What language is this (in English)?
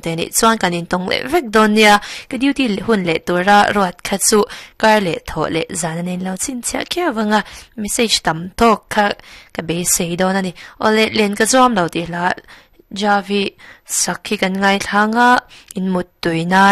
Mizo